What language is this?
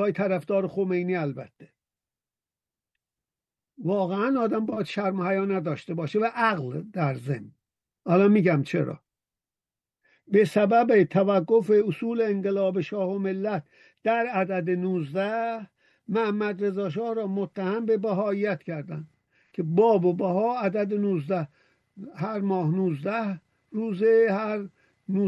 Persian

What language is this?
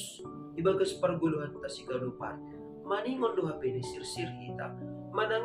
Batak Simalungun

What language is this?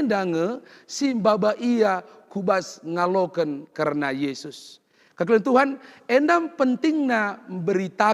Batak Karo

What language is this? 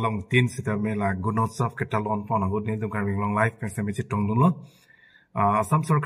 Karbi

